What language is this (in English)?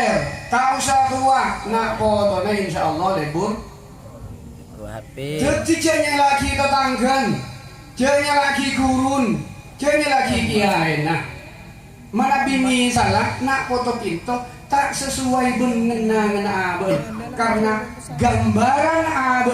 Madurese